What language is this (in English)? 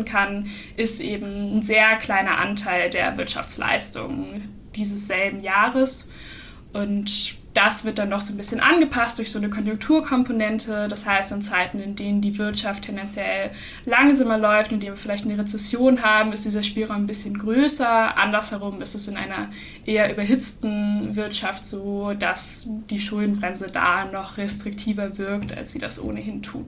German